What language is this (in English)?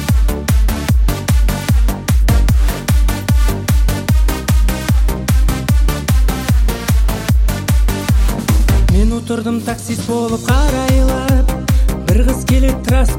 Kazakh